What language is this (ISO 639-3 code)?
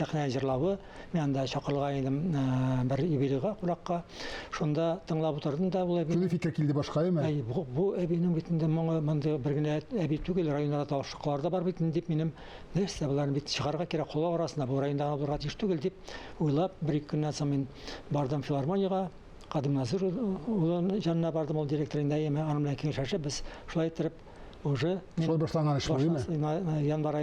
tat